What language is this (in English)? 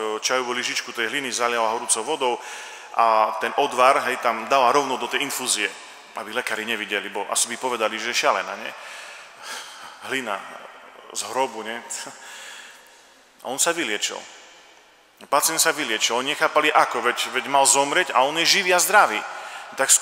Slovak